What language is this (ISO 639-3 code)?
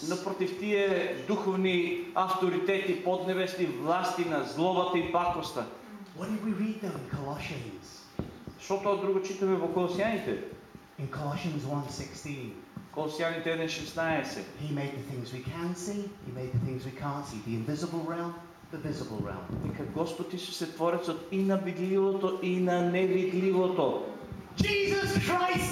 mkd